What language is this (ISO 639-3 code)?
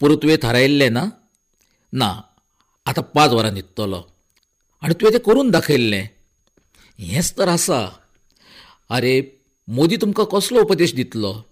kok